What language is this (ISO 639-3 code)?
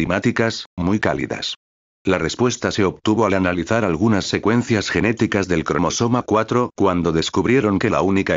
spa